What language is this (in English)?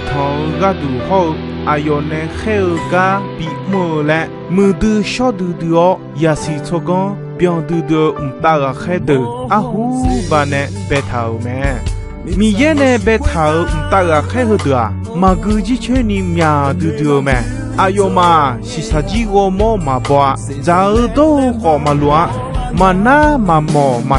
Akha